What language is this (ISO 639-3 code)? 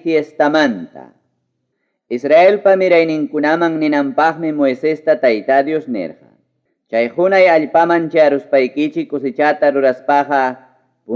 quy